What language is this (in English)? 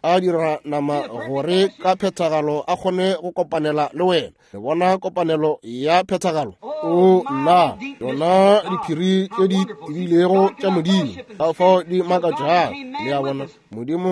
Northern Sotho